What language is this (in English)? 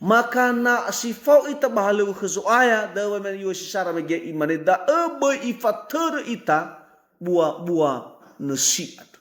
Nias